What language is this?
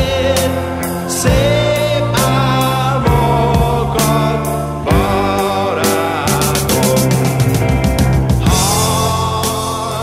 Hungarian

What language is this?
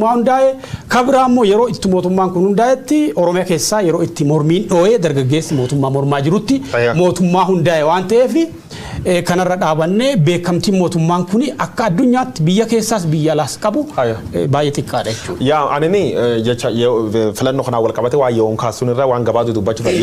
Oromo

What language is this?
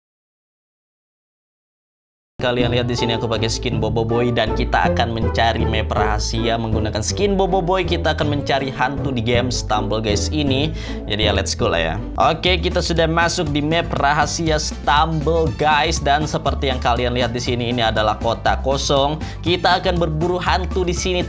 Indonesian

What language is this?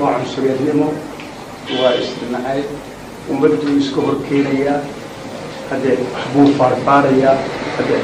Somali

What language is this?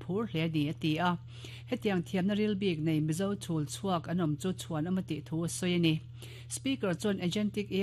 Mizo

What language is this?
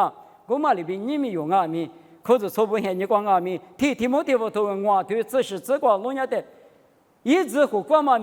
Lisu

